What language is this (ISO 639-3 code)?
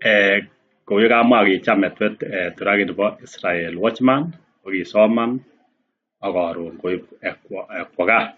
kln